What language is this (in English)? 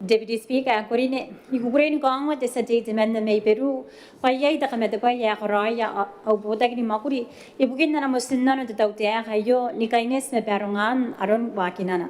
Gilbertese